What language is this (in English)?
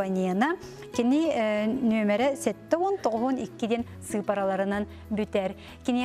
Yakut